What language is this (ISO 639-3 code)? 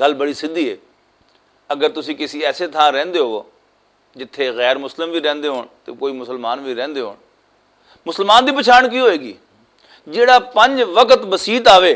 lah